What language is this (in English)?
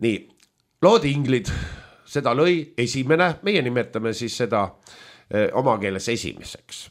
Estonian